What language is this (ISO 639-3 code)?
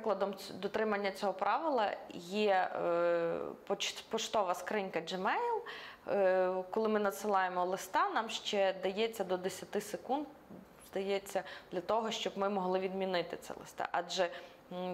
ukr